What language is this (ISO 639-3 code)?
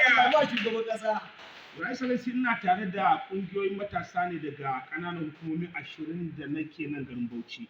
hau